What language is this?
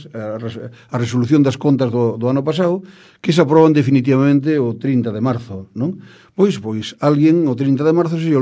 Galician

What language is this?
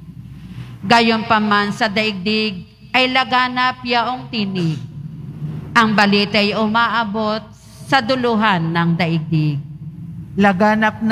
Filipino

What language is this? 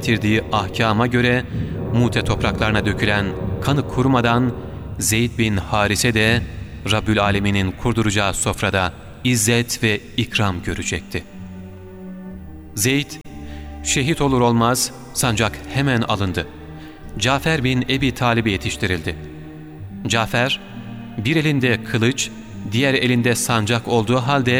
Turkish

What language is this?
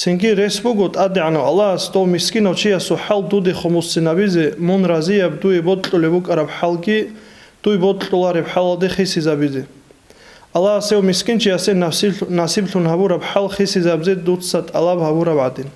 Avaric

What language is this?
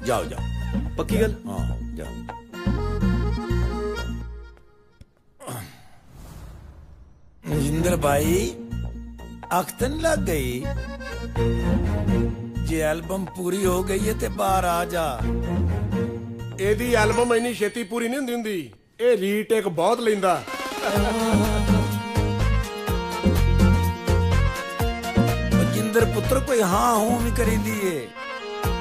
Punjabi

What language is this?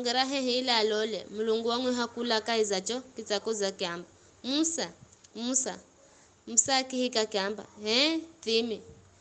Giryama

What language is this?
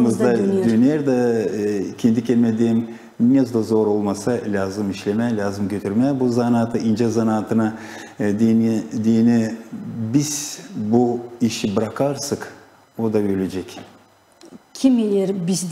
Gagauz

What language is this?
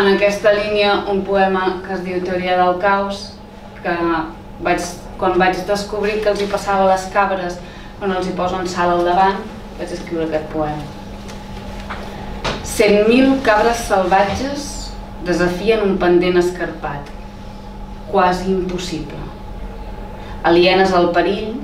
Catalan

